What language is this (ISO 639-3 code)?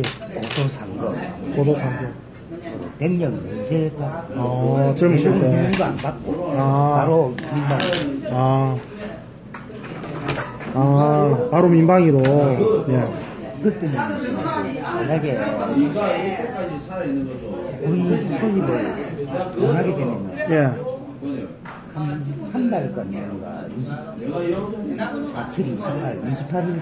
kor